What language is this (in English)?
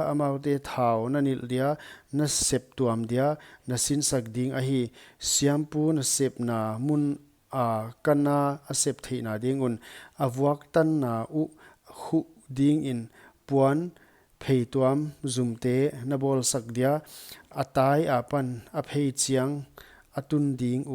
Paite Chin